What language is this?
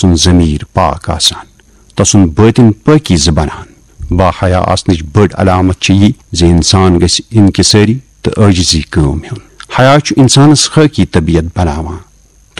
Kashmiri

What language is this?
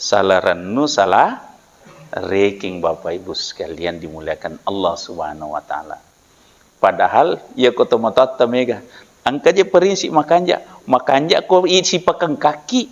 Buginese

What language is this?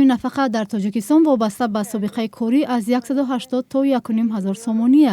Tajik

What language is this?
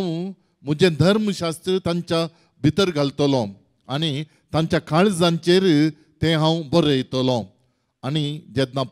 Konkani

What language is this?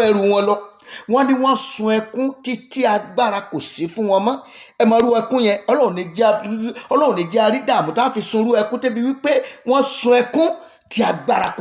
Yoruba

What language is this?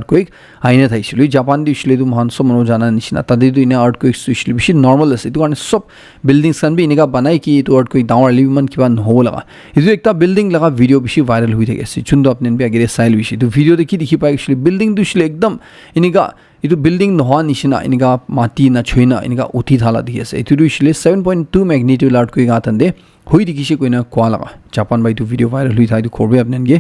Naga Pidgin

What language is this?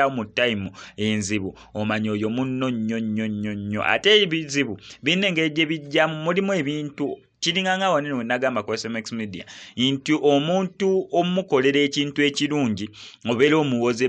Ganda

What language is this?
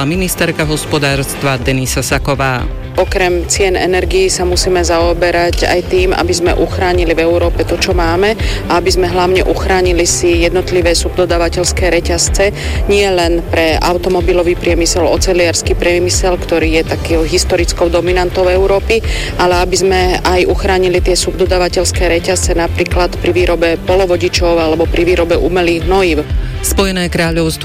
Slovak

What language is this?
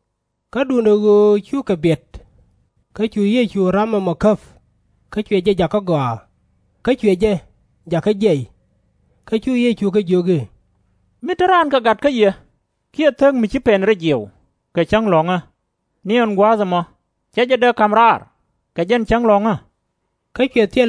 Nuer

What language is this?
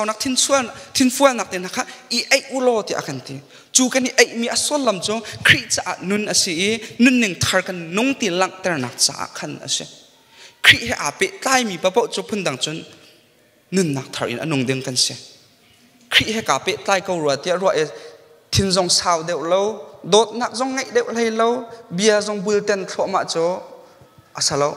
Hakha Chin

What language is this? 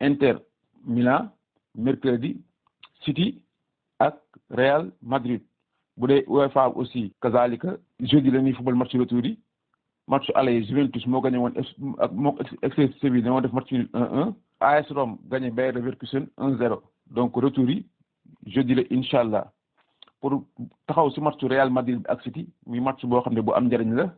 Wolof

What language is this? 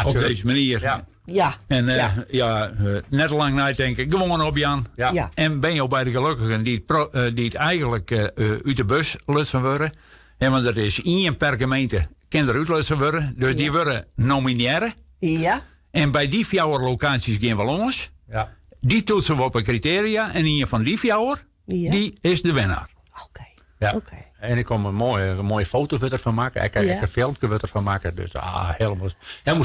Western Frisian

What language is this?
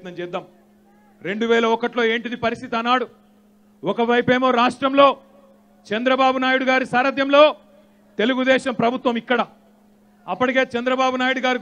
Telugu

